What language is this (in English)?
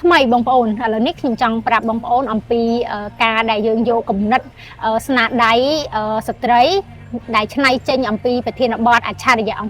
Khmer